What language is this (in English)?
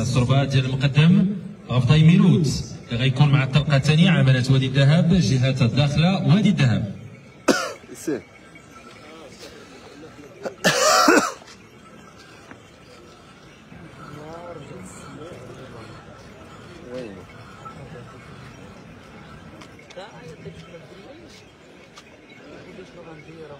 Moroccan Arabic